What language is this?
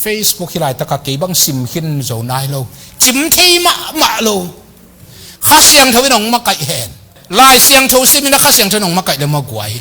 Tedim Chin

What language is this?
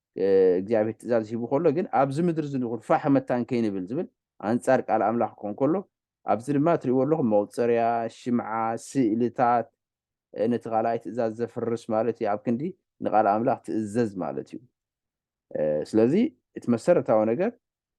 Tigrinya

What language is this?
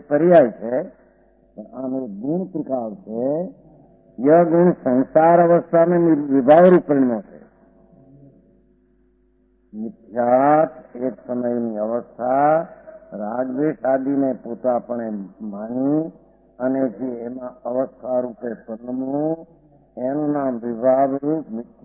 Gujarati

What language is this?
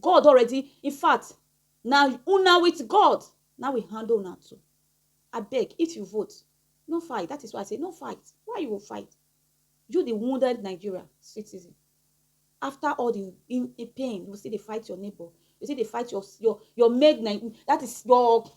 Nigerian Pidgin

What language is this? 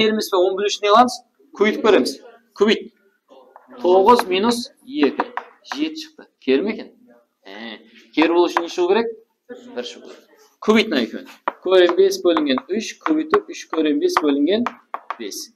Kara-Kalpak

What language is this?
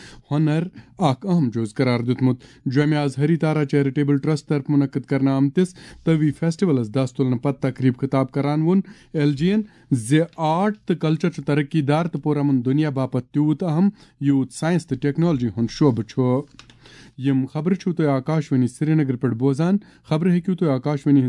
Kashmiri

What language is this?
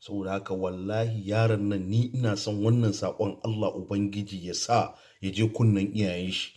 Hausa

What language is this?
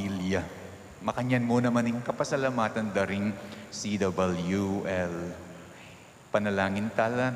Pampanga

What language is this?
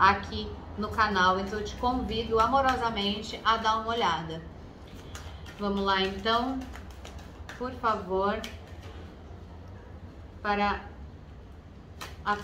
Portuguese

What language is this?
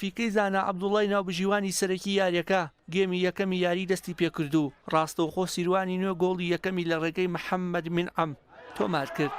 Central Kurdish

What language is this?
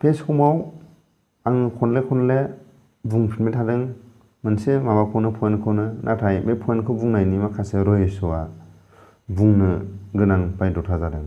Bodo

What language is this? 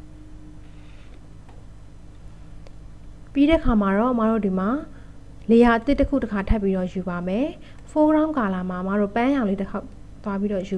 Burmese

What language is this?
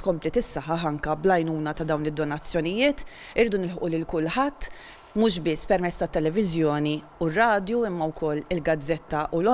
Maltese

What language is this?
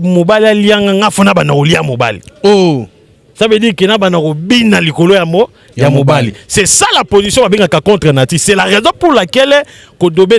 Lingala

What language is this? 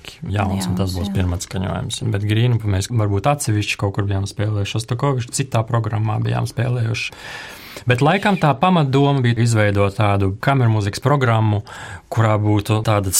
Latvian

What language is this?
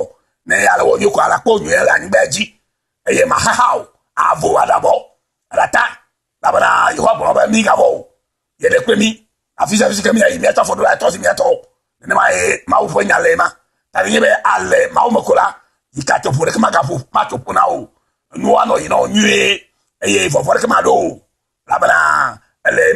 Ewe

